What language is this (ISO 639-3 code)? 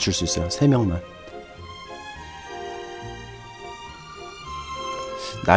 kor